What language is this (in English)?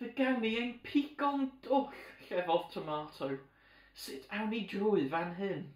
Welsh